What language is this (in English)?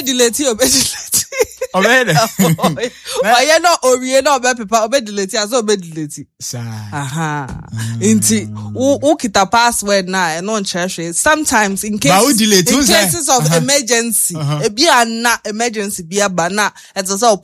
Akan